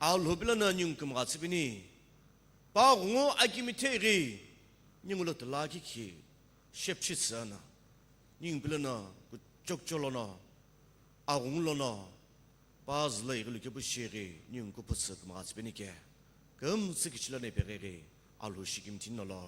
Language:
Sumi Naga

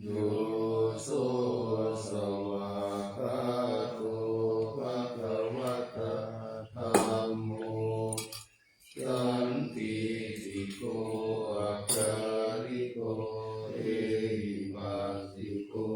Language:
Pali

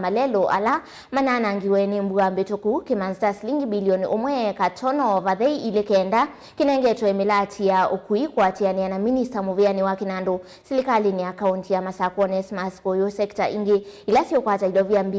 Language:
Kamba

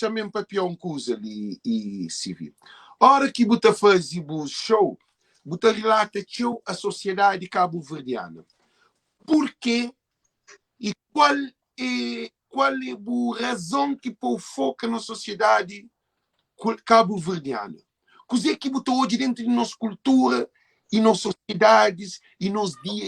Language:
Kabuverdianu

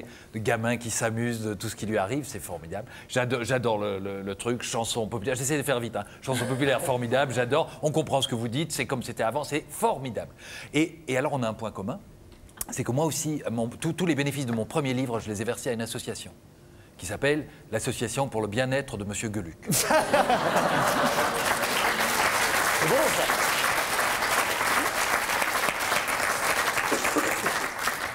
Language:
French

